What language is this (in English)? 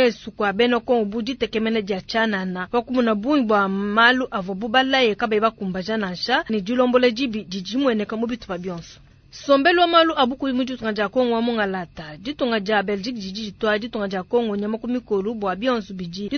Luba-Lulua